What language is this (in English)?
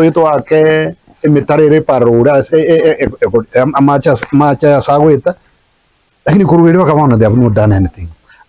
Gusii